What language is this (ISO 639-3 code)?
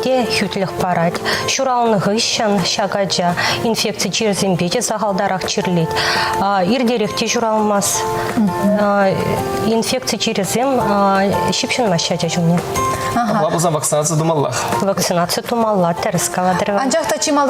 chv